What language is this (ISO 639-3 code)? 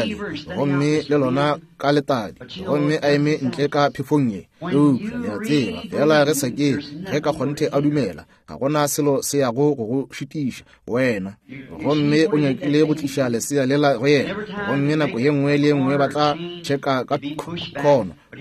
nso